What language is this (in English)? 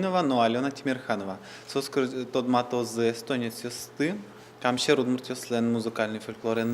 Udmurt